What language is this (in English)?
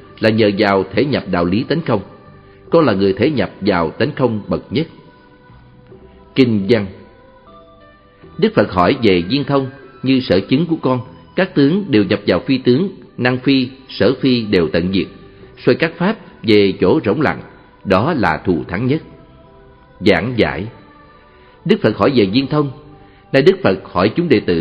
Vietnamese